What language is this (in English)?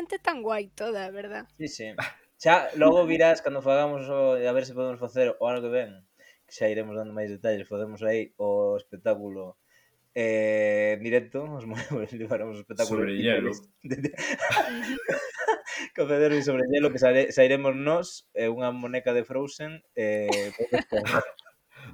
Galician